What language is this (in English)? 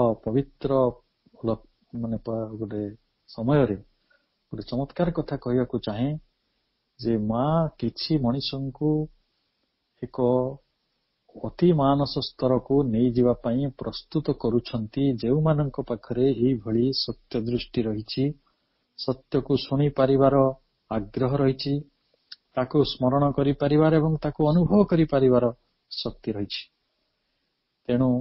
Odia